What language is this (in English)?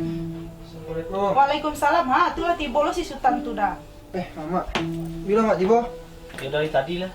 Minangkabau